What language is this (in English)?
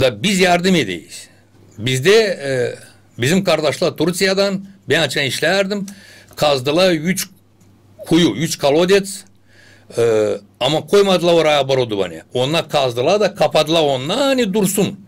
Gagauz